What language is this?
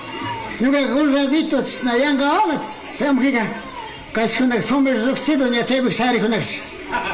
Chimborazo Highland Quichua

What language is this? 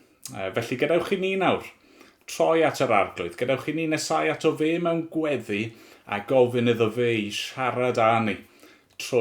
Welsh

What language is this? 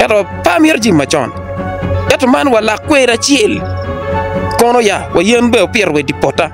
Acoli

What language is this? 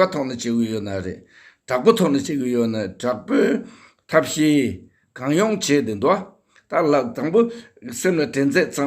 Tibetan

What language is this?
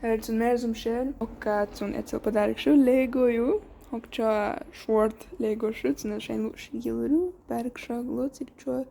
Chechen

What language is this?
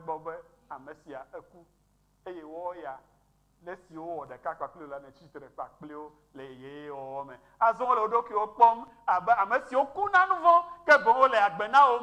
Ewe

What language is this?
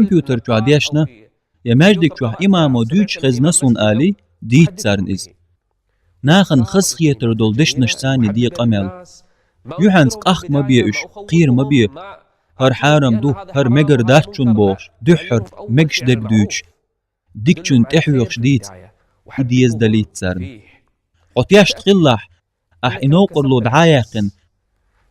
Chechen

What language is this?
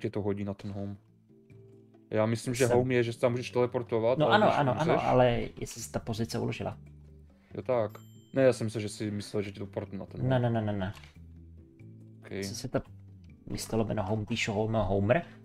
Czech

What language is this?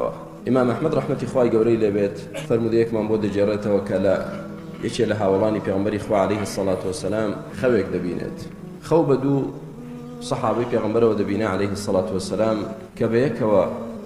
Central Kurdish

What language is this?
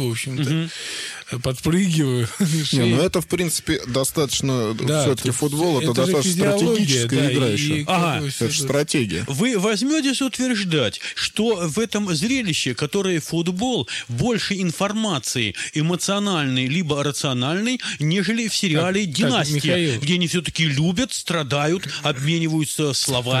Russian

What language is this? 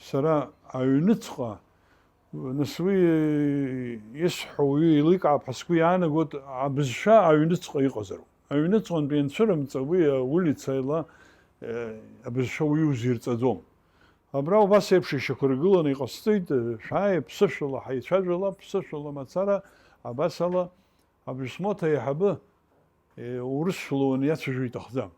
Abkhazian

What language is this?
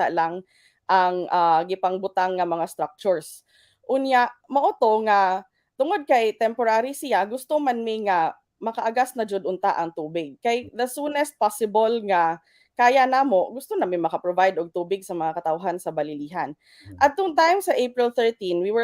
Cebuano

